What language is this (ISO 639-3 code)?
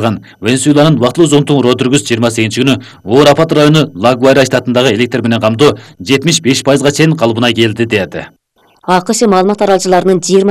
kir